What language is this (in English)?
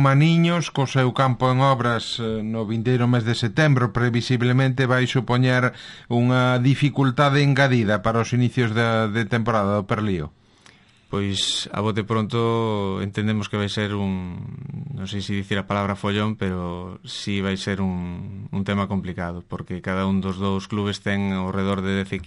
Galician